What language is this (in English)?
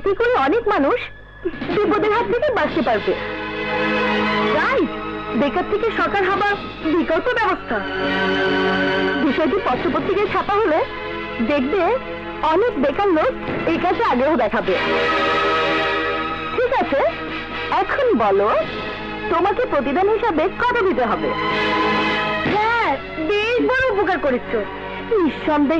Bangla